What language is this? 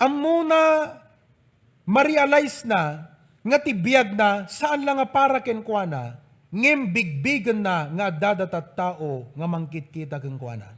Iloko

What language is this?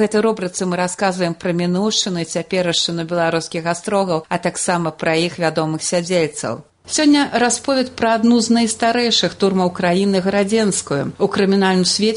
Belarusian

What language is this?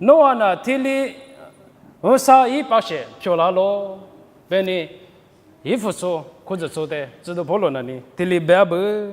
Lisu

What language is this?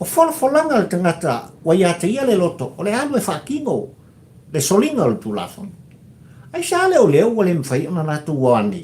Samoan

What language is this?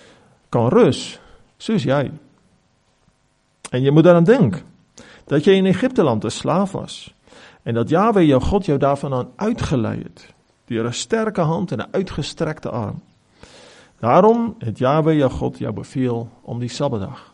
Afrikaans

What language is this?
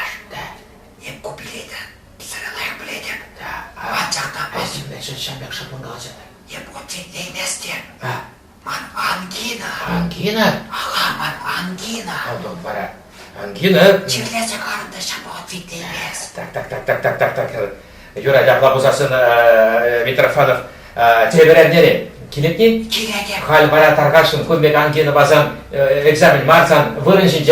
Chuvash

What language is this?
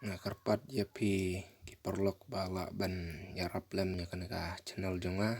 Khasi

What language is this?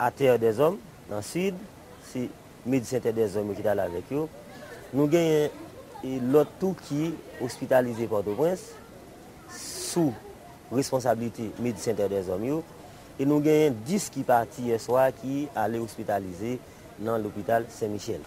Haitian Creole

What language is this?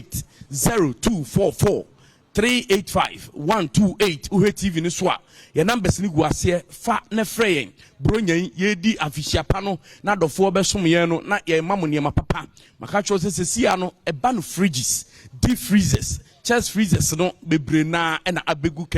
Akan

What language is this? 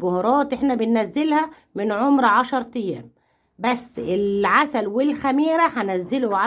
Egyptian Arabic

